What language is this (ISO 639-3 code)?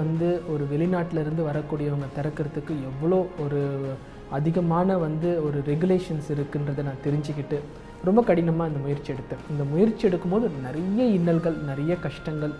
tam